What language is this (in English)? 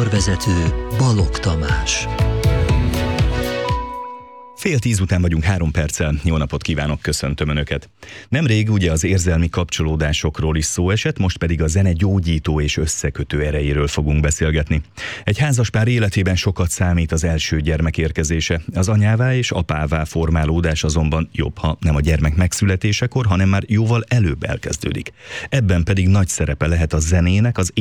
Hungarian